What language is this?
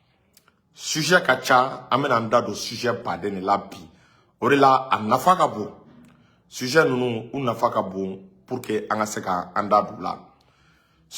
Bambara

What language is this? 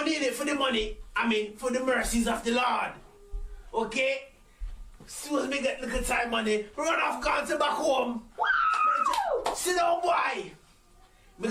Jamaican Creole English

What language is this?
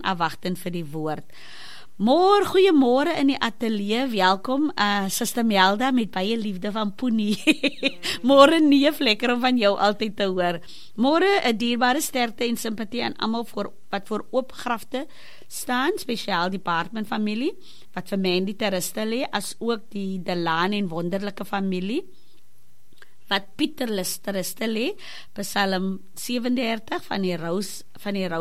Afrikaans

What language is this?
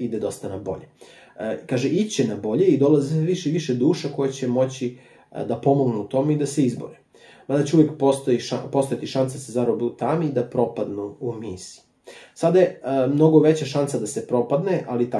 Serbian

